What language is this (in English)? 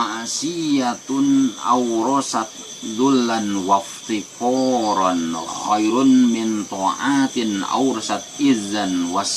Sundanese